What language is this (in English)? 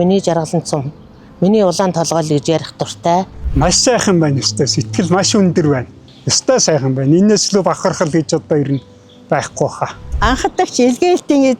Mongolian